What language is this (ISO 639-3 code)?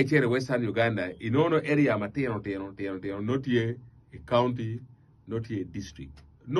ach